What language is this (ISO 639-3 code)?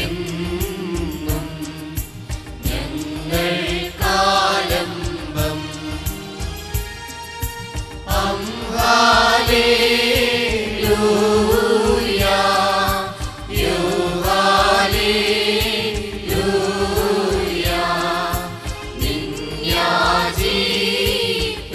mal